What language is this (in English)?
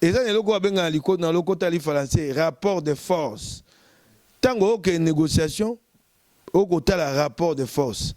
Lingala